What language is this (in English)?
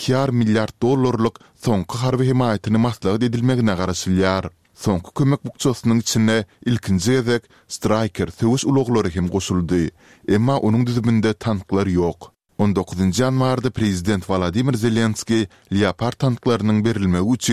Turkmen